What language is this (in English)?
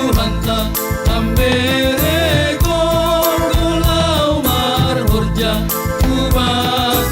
Batak Simalungun